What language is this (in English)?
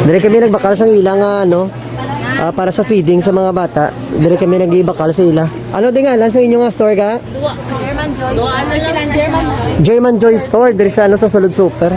Hiligaynon